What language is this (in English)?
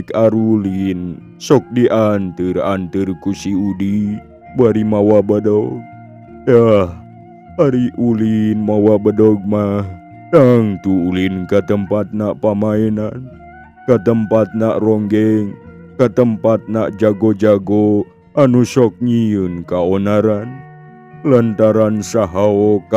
Sundanese